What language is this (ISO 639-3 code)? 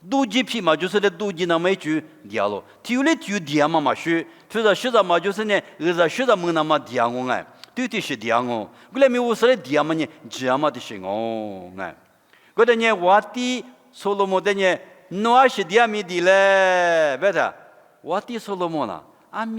lis